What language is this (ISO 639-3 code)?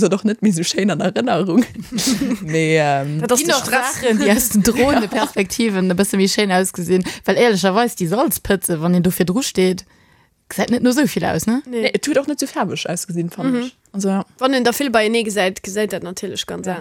ltz